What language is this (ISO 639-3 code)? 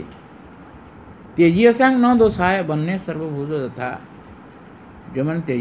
ori